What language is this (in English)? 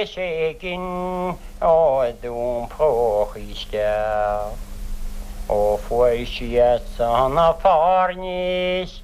Irish